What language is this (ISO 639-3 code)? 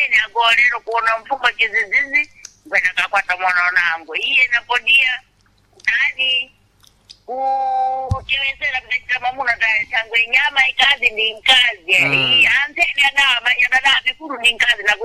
seh